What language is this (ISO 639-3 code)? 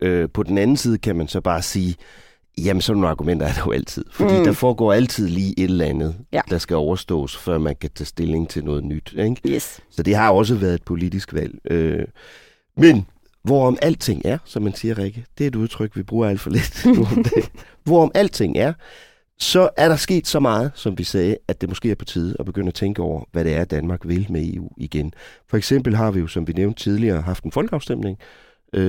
dan